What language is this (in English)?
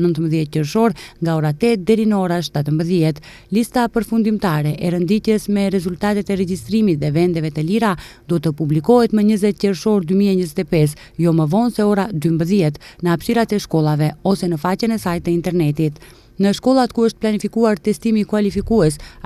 Albanian